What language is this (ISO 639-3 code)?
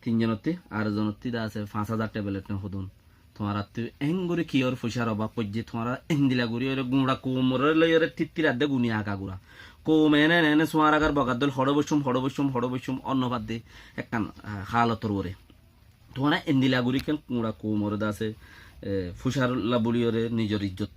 rhg